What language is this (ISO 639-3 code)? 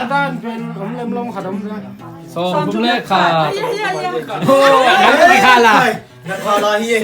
ctd